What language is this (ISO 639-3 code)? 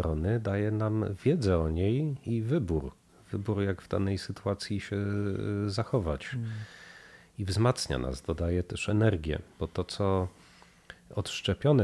pol